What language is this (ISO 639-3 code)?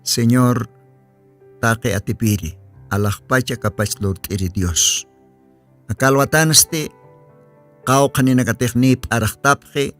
aym